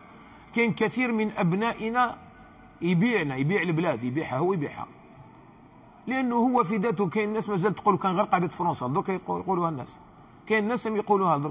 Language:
Algerian Arabic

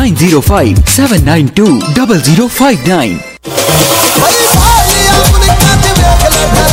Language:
Punjabi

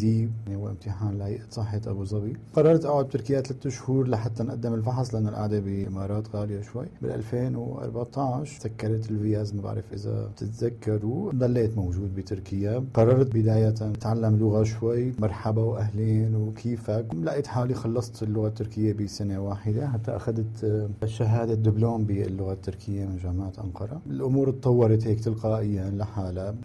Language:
North Levantine Arabic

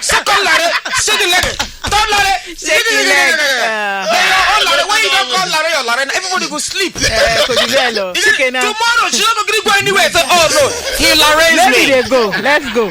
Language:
Nigerian Pidgin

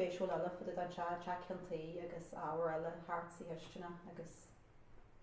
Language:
Irish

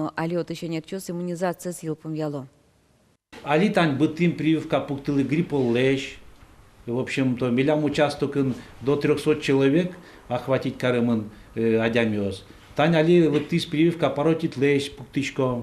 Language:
Udmurt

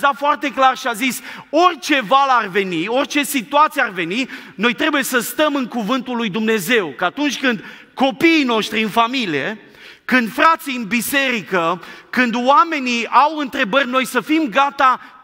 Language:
Romanian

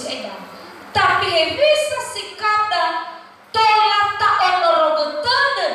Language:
Nias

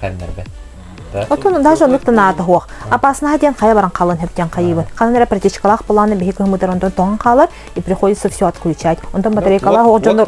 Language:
Yakut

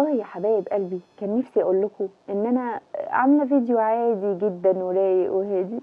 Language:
Egyptian Arabic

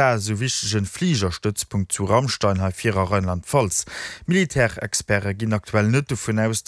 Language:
Luxembourgish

